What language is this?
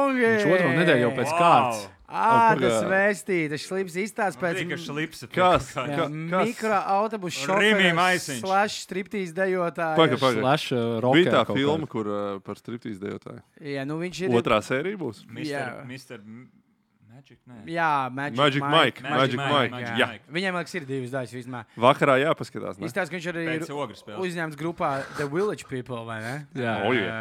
Latvian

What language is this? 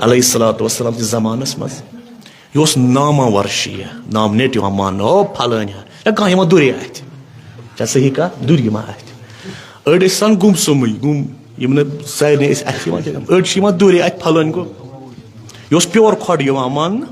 Kashmiri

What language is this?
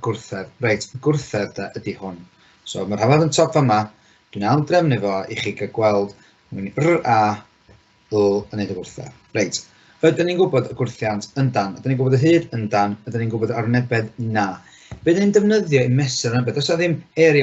Welsh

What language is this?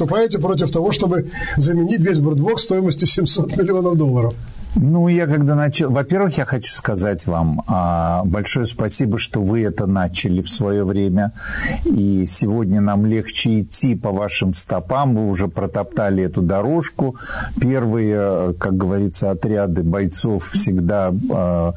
Russian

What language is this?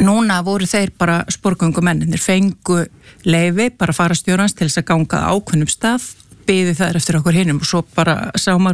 Icelandic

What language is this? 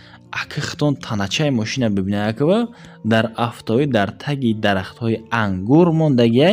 Tajik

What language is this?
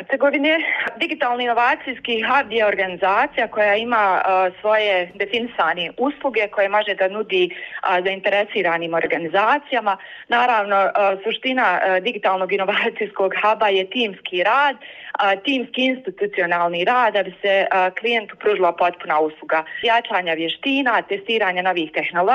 Bosnian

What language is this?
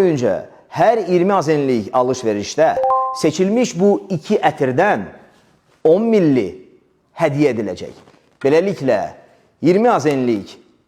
Azerbaijani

